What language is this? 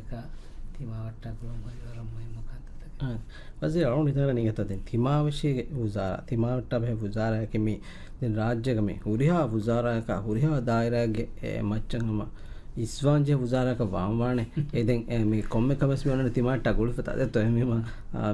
Divehi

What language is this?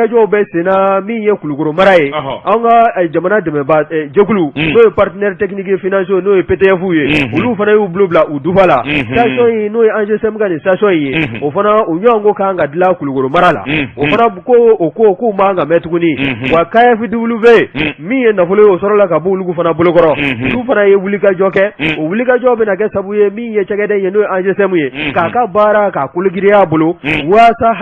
Bambara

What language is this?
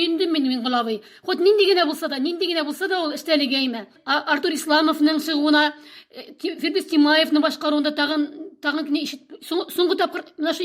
Tatar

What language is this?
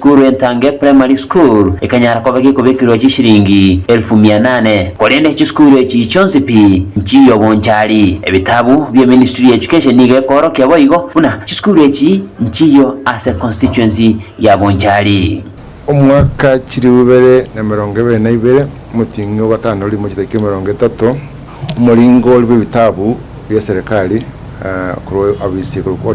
Gusii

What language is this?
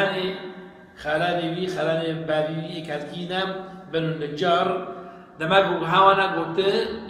Kurdish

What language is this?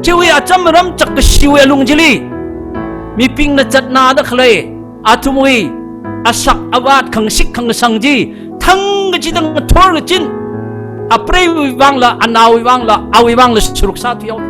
Tangkhul Naga (India)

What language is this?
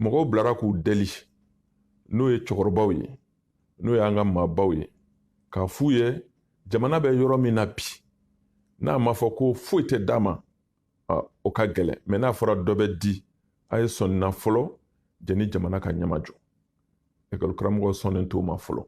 Bambara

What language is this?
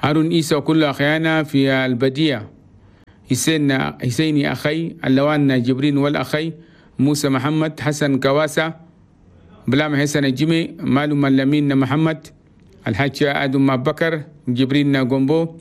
Chadian Arabic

